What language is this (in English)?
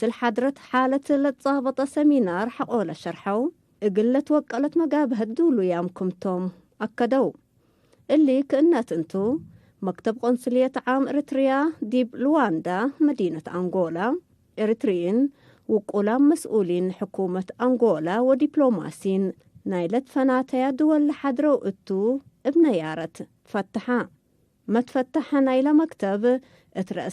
Tigre